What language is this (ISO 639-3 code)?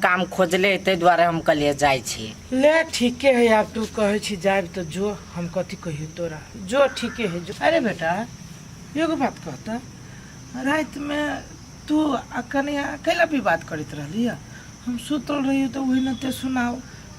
mai